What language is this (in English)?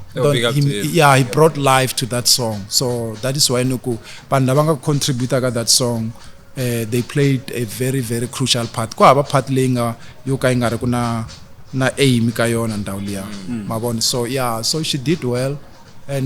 Tsonga